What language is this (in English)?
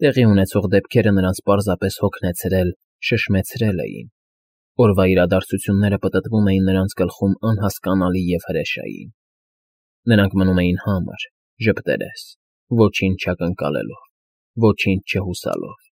Armenian